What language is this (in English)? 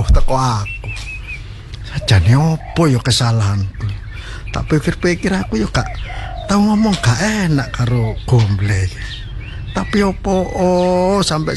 Javanese